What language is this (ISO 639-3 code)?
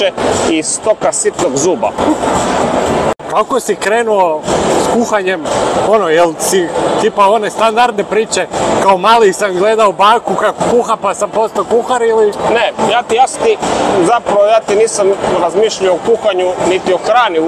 hrv